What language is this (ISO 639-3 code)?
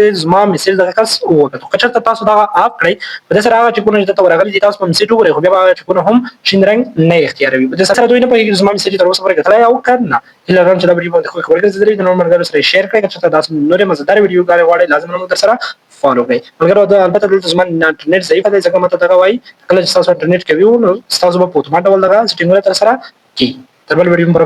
pus